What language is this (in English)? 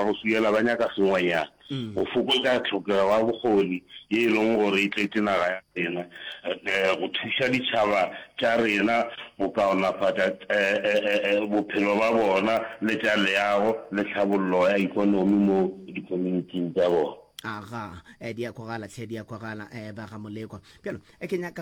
Northern Sotho